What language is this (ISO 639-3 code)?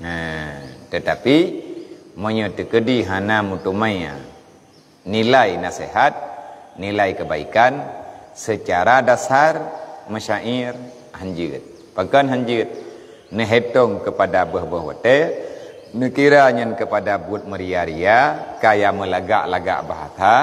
ace